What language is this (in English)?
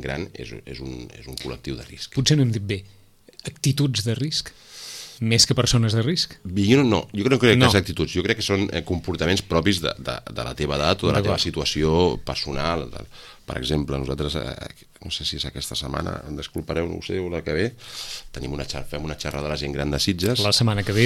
Catalan